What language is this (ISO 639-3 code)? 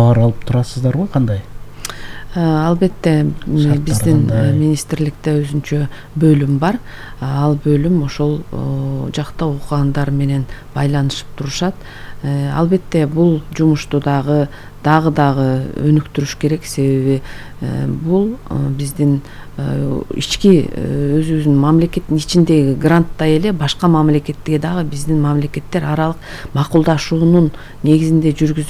kir